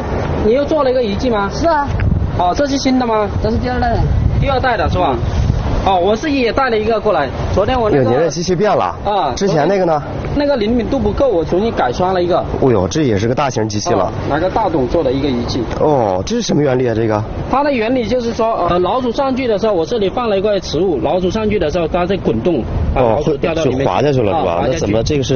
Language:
Chinese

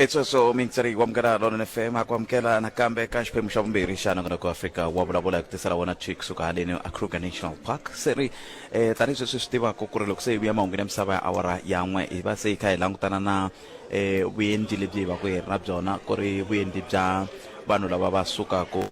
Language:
Tsonga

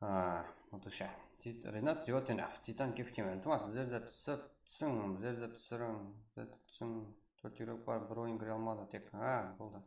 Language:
Kara-Kalpak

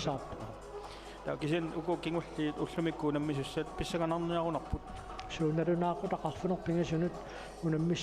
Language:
Kalaallisut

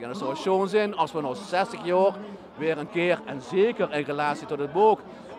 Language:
Limburgish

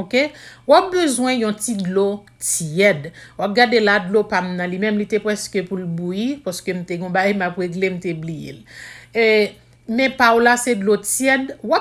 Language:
Haitian Creole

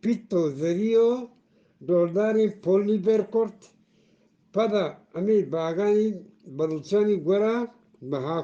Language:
Eastern Balochi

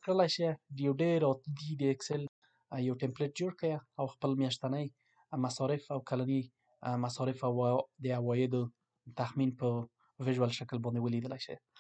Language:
Pashto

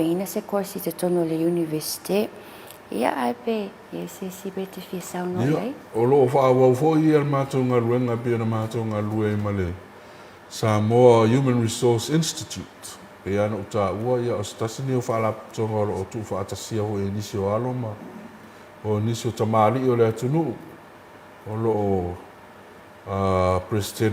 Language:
Samoan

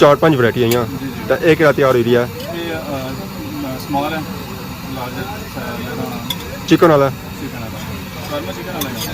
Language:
Pahari-Potwari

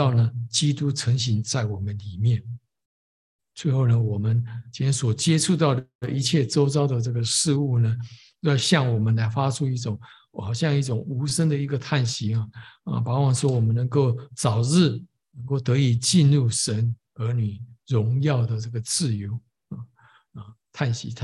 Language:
Chinese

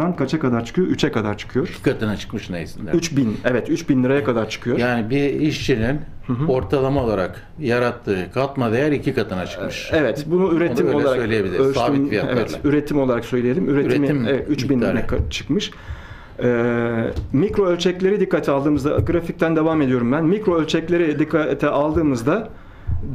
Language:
Turkish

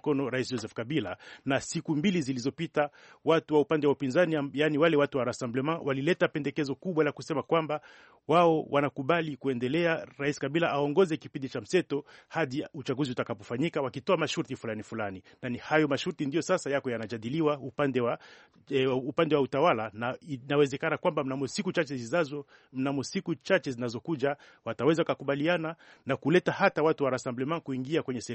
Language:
Swahili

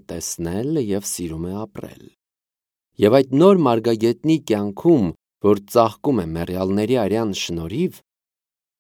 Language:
Armenian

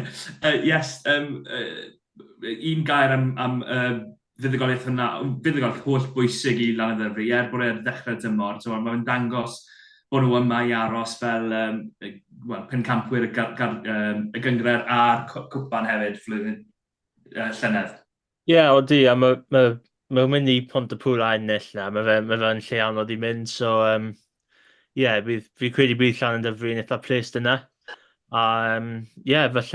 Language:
Welsh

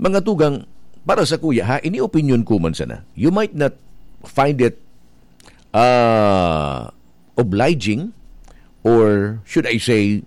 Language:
Bikol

